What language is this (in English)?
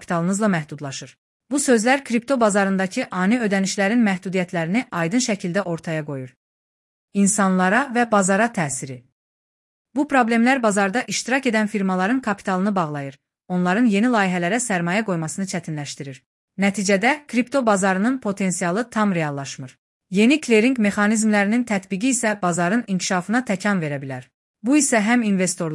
Azerbaijani